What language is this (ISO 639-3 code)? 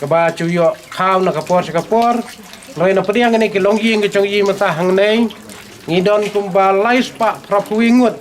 kha